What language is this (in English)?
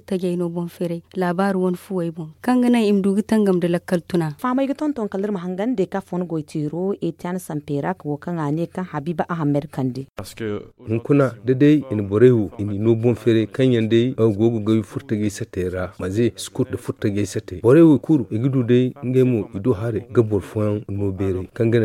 Zarma